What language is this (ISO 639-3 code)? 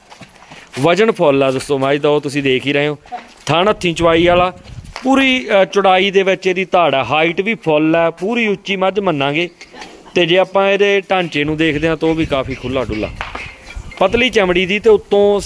pan